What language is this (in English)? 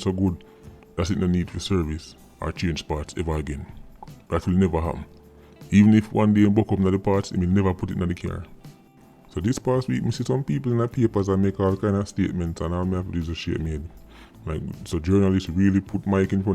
Jamaican Creole English